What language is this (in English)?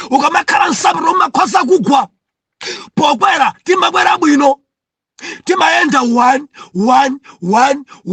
Nyanja